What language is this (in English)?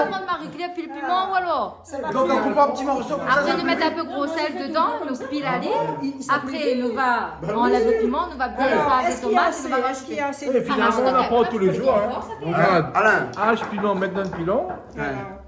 Réunion Creole French